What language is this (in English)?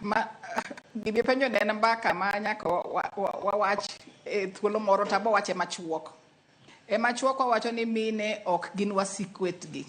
Luo (Kenya and Tanzania)